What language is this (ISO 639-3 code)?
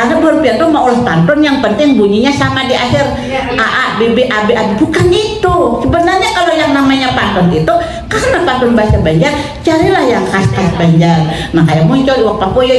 bjn